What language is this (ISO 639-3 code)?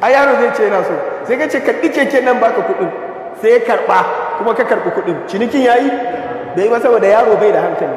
hau